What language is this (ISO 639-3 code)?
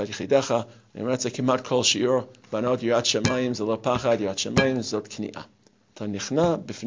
heb